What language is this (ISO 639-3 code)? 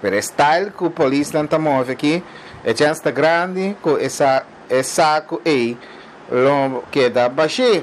pap